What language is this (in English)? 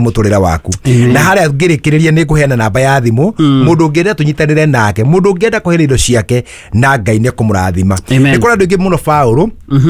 Kikuyu